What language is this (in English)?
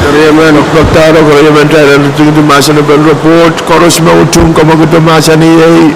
Pohnpeian